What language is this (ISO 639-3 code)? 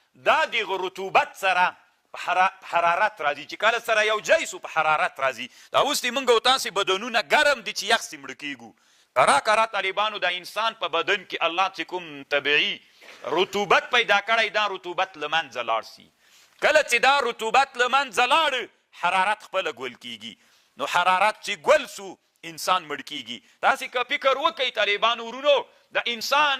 pus